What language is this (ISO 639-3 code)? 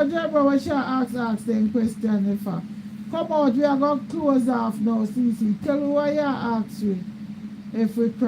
jam